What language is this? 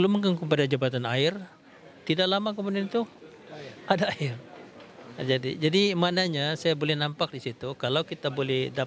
Malay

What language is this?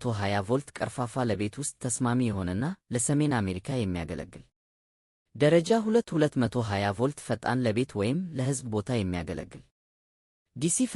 Amharic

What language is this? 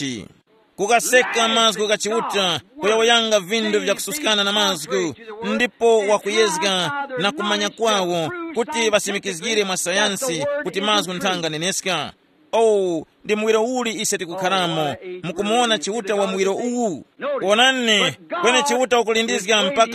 Tumbuka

